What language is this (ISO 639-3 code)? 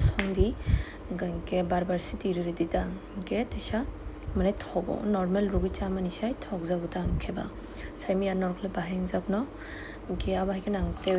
trp